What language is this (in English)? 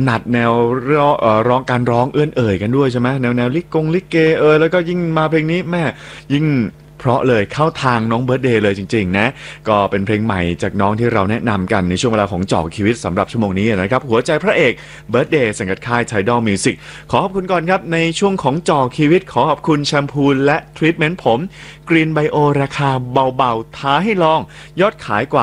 Thai